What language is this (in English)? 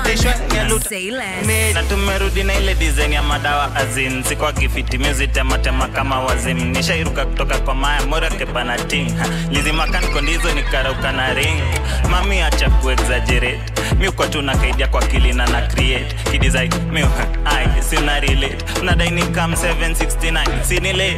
Swahili